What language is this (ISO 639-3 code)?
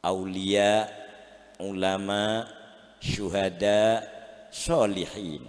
mad